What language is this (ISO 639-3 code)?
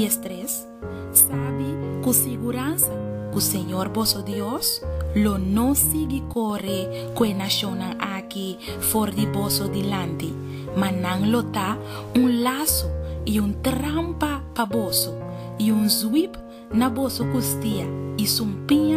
pap